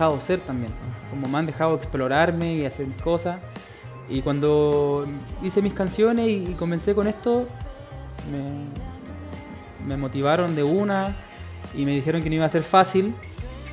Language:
Spanish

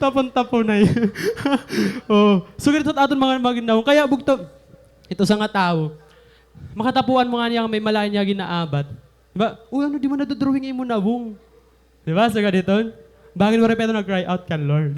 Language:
Waray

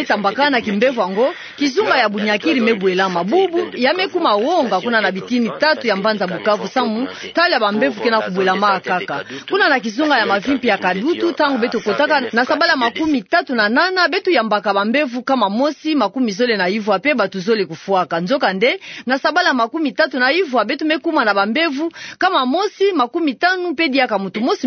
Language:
Kituba (Democratic Republic of Congo)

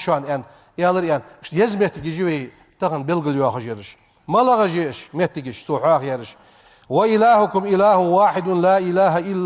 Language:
Ingush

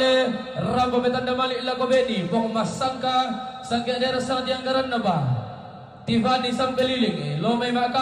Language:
Toraja-Sa'dan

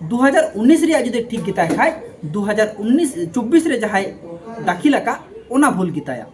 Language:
Santali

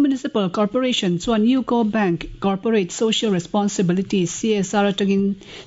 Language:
Mizo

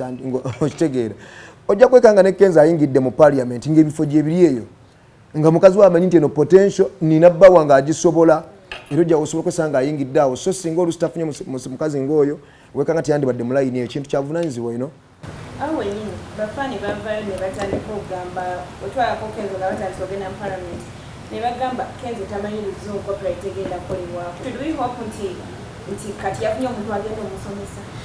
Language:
Ganda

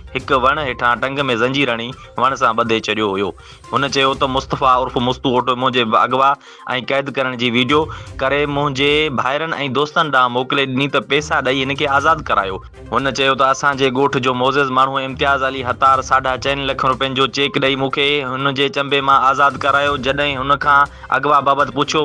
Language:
Sindhi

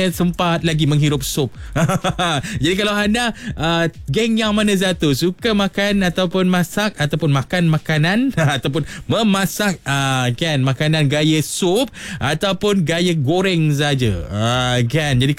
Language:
Malay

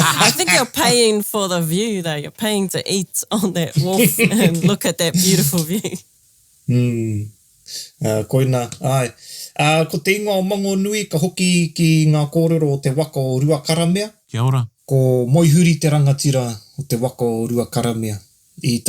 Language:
Māori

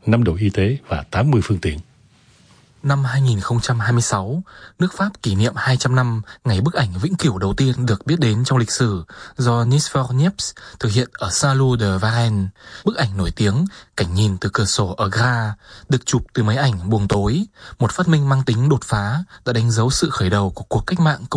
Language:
Vietnamese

